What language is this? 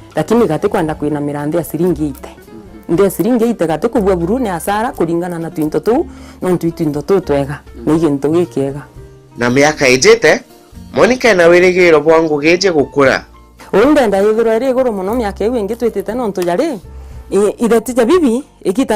Meru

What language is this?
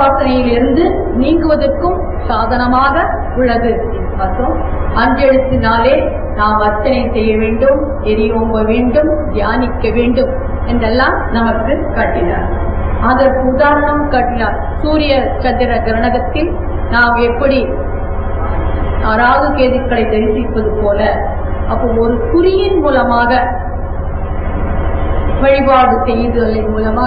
Tamil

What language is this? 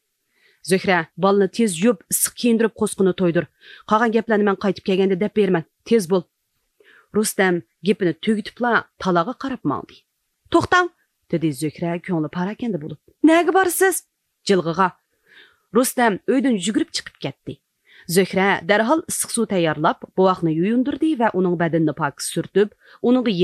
Uyghur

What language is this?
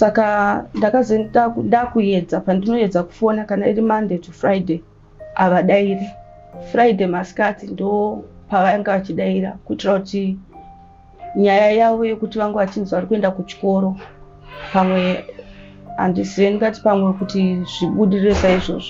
Shona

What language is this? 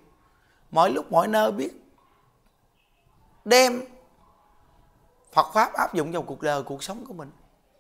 Vietnamese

